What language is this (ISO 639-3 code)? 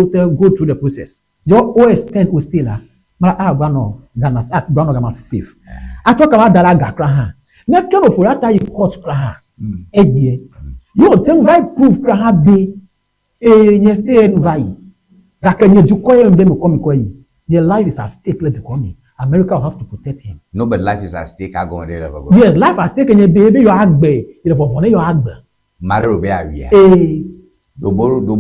ewe